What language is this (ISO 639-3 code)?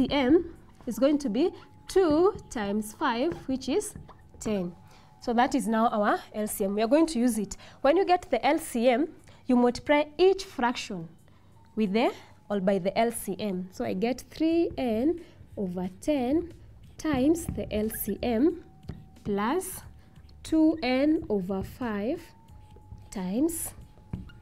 eng